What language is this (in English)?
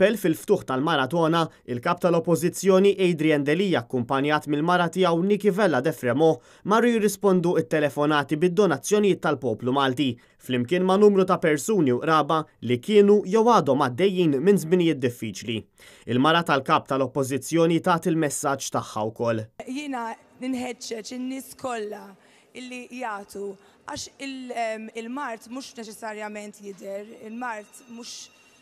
Maltese